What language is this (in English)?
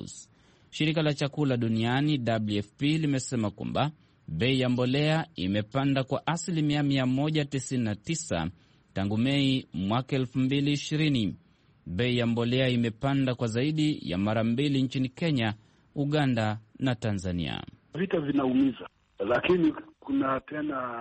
Swahili